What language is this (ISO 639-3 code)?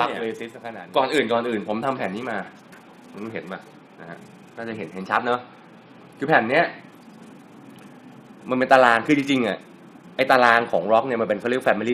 tha